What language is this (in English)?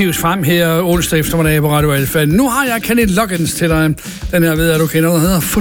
Danish